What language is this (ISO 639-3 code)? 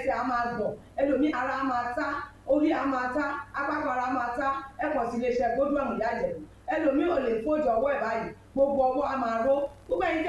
yor